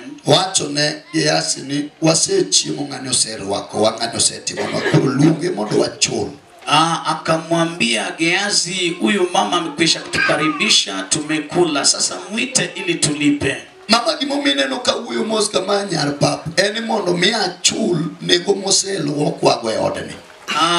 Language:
Luo (Kenya and Tanzania)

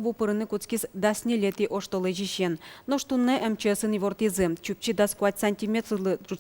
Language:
Udmurt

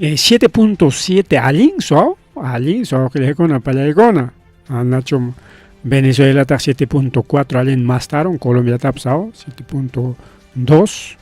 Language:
Ayacucho Quechua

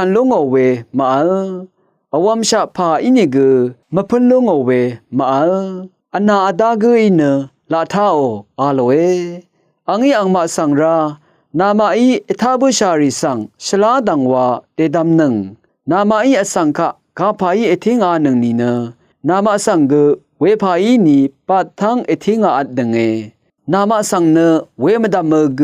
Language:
Rawang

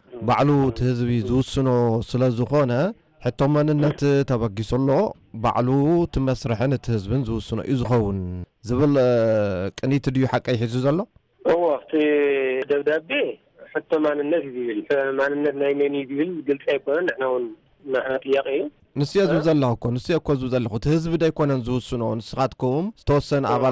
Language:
Tigrinya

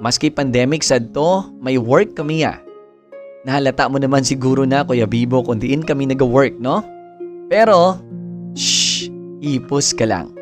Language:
Hiligaynon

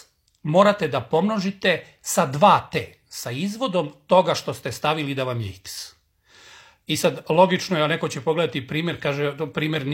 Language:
Serbian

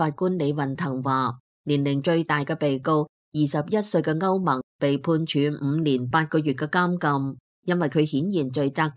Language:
Cantonese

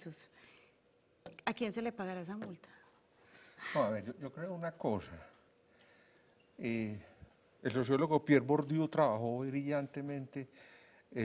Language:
Spanish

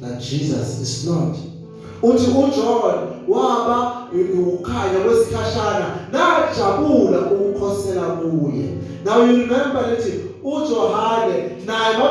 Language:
Zulu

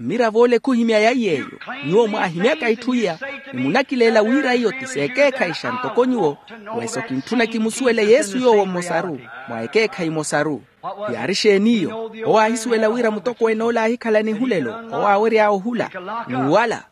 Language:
Makhuwa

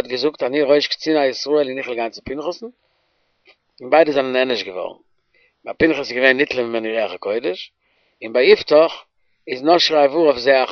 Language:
Yiddish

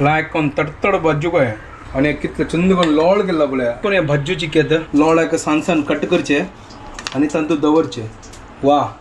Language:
Konkani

